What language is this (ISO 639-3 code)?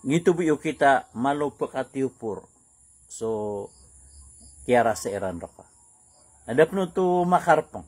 mrw